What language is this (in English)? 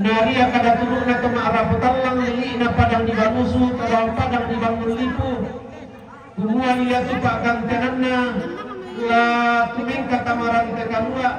Toraja-Sa'dan